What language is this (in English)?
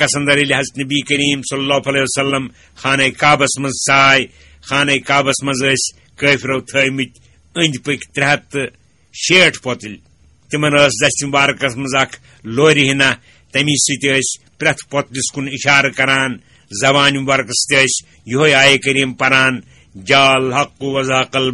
Kashmiri